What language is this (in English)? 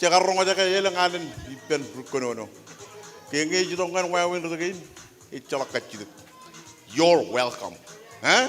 Marshallese